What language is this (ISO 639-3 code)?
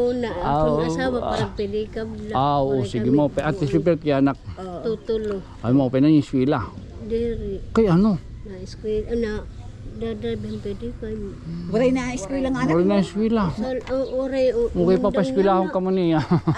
war